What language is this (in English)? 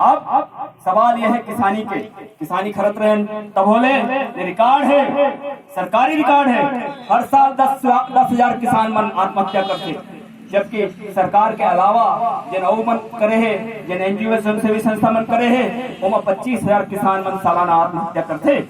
Chhattisgarhi